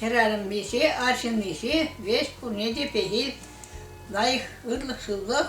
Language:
Chuvash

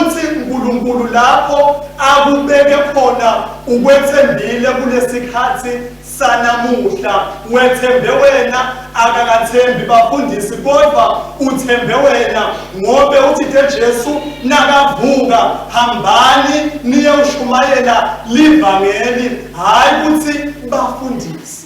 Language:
Swati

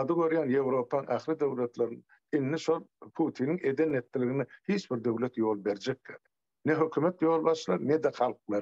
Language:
Turkmen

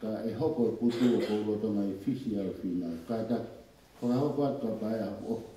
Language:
Tongan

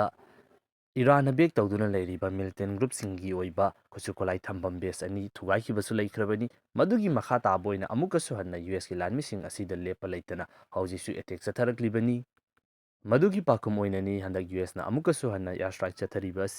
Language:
Manipuri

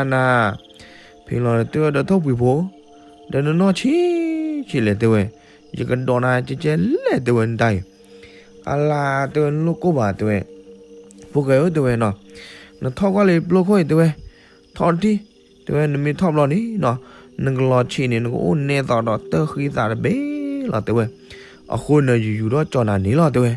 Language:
S'gaw Karen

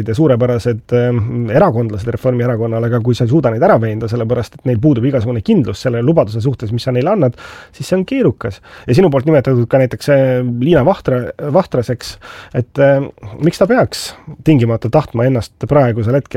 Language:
Estonian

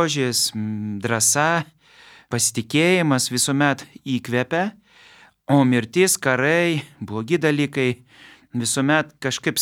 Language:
Lithuanian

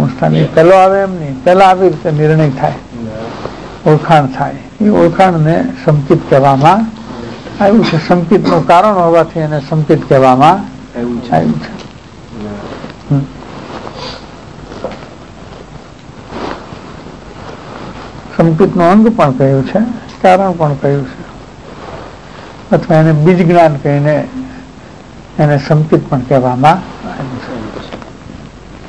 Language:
Gujarati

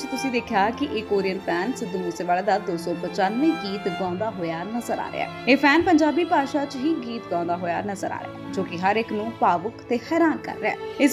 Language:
Punjabi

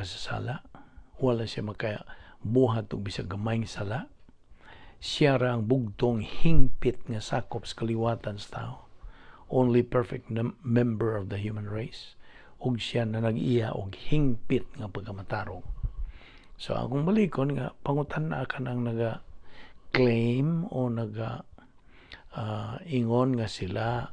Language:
Cebuano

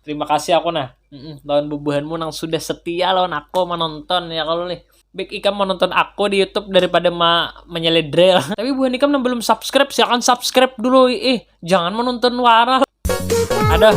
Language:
Banjar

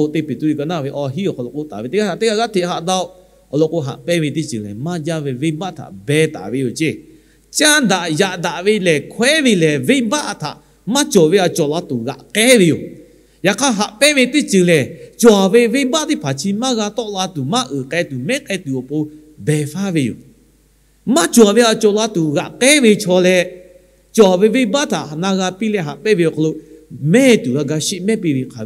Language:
Lahu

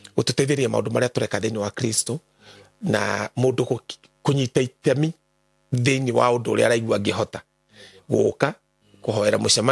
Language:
Kikuyu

